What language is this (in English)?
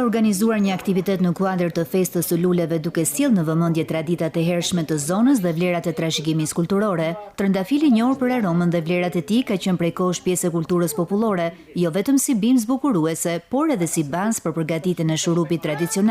Albanian